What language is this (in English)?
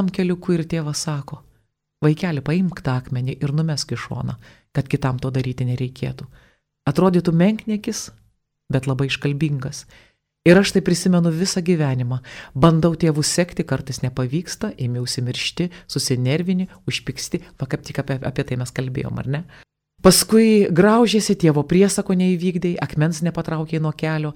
Lithuanian